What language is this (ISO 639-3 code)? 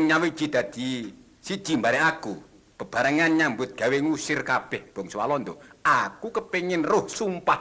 jav